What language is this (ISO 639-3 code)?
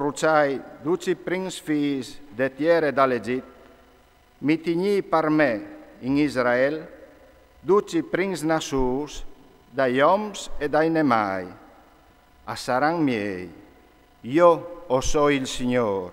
fur